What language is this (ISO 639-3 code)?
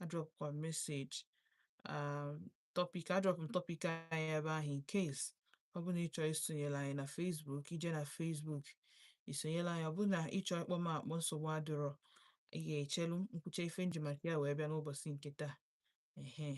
ibo